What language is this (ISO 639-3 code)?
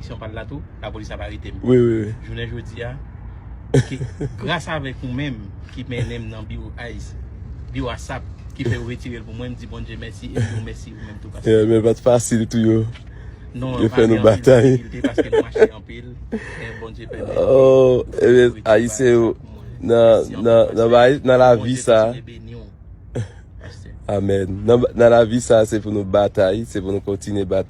hat